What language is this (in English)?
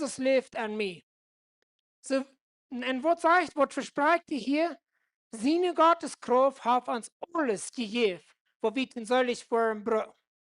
Plautdietsch